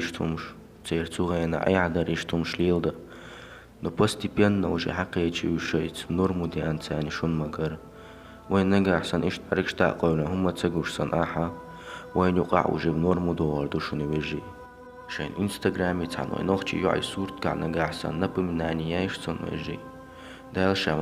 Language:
Chechen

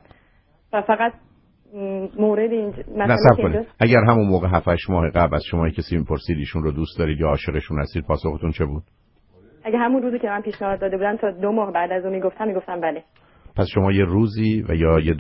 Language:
Persian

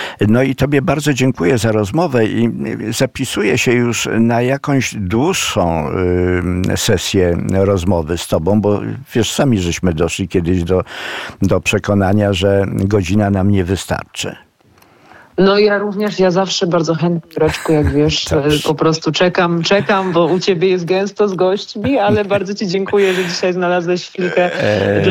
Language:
Polish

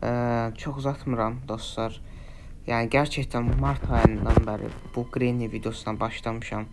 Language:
Azerbaijani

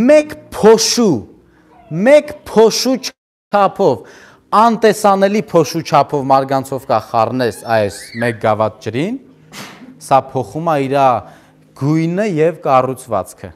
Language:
Armenian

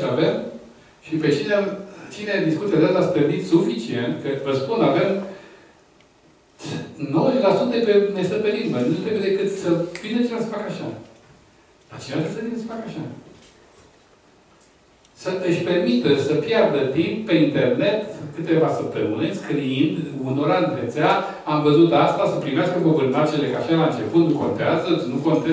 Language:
Romanian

